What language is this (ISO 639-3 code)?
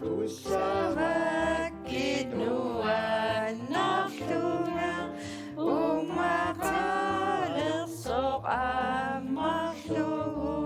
kal